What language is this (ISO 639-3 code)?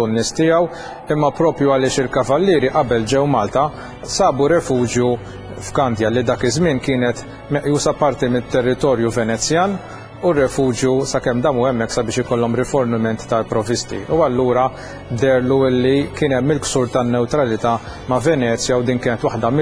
mlt